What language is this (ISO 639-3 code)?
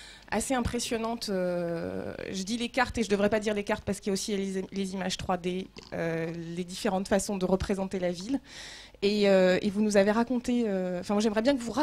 fra